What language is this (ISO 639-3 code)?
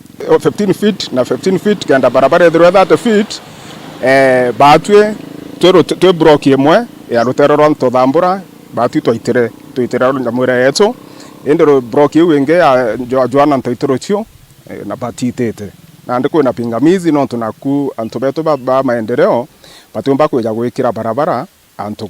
mer